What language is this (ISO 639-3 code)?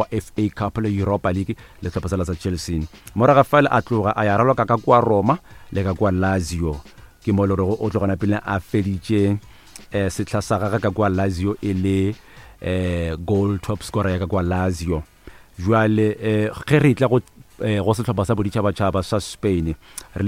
nso